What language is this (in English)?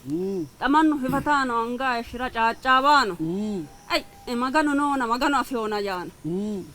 Sidamo